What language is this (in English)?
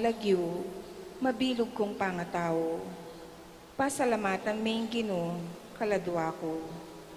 Pampanga